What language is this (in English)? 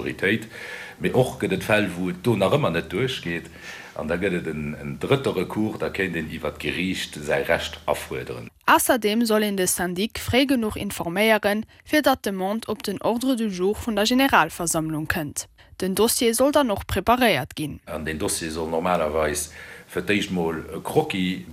Luxembourgish